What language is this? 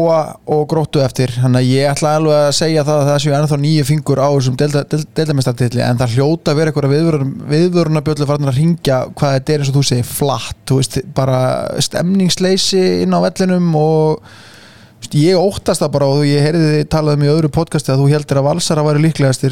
Icelandic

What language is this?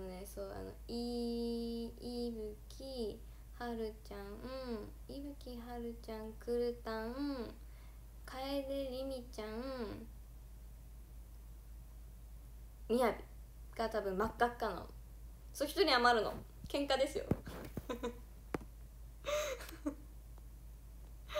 Japanese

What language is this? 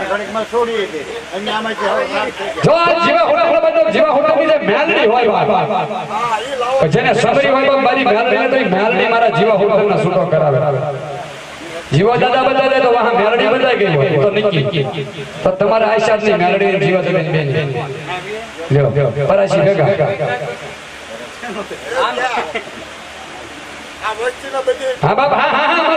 Gujarati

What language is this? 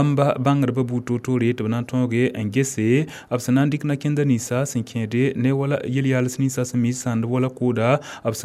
Mossi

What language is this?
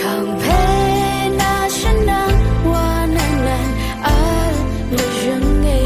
Rawang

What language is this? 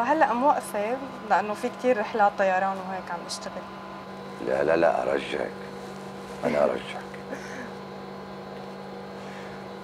North Levantine Arabic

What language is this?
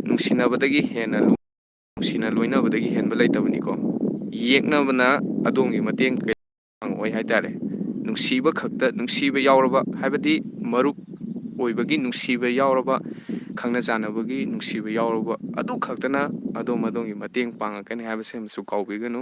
Manipuri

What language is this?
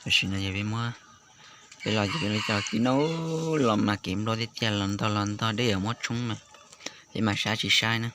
Hmong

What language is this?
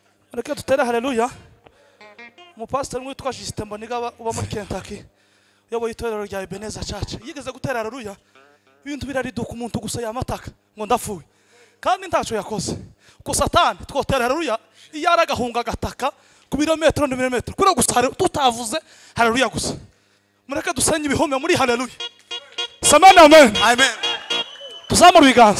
Kinyarwanda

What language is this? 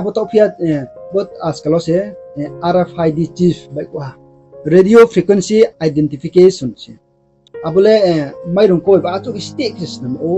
Riang (India)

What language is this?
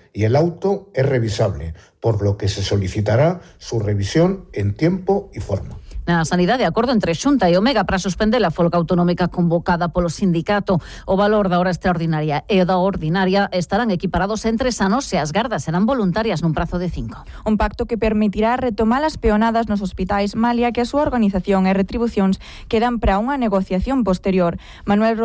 Galician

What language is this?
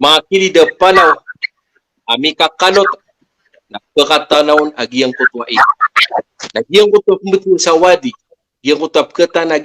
Maranao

